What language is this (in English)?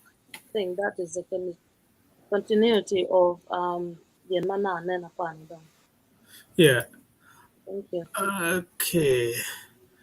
Acoli